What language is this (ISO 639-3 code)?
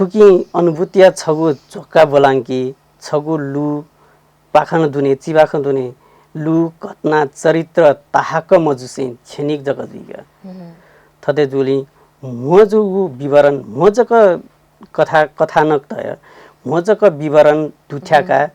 new